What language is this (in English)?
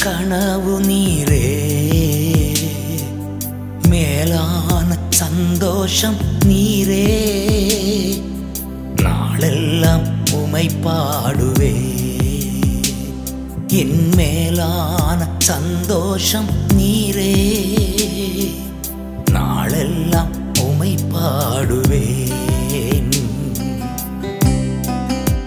Tamil